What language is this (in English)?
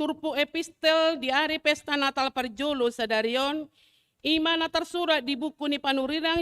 Batak Toba